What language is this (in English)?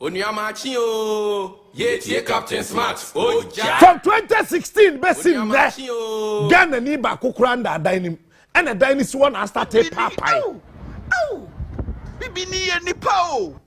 Akan